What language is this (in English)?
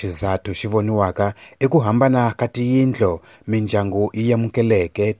Tsonga